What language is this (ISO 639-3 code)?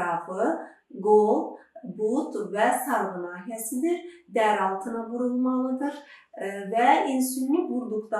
aze